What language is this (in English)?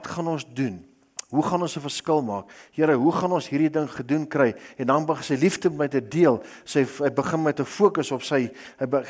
Afrikaans